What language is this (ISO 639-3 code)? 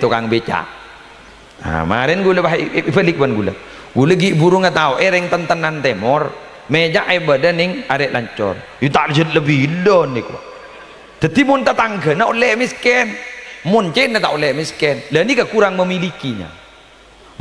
mad